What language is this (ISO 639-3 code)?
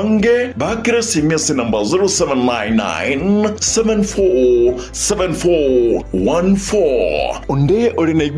guz